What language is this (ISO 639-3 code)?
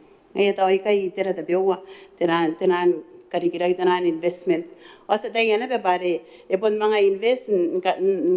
gil